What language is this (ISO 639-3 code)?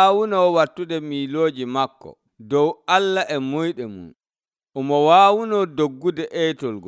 fuv